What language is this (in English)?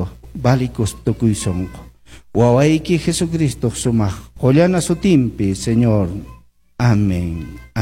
Quechua